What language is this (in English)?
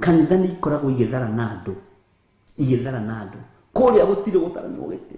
Kikuyu